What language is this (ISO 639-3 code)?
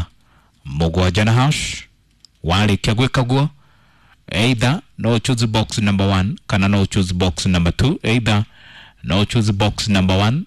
kik